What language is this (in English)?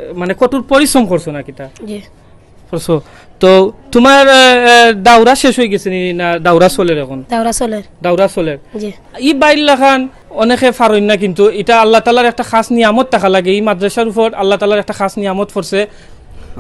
Sylheti